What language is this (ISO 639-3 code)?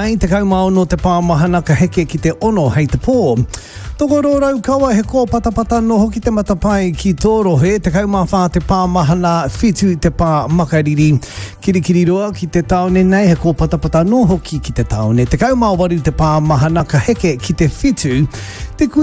mri